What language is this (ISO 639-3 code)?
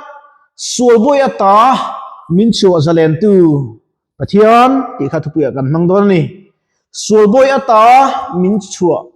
lus